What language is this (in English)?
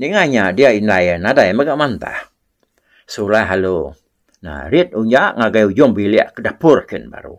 Iban